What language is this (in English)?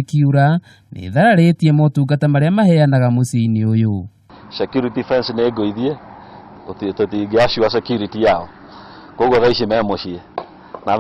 Kikuyu